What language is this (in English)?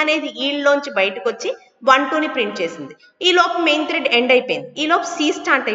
Telugu